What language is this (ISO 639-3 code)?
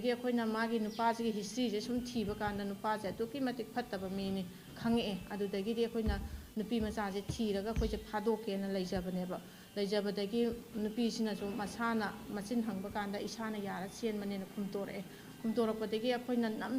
mni